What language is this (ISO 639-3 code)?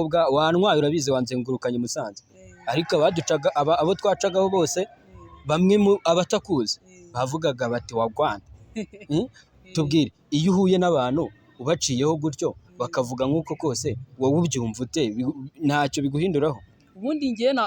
kin